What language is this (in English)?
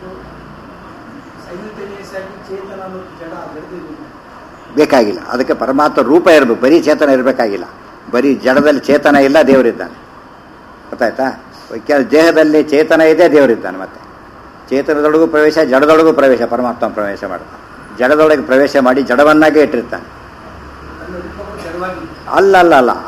Kannada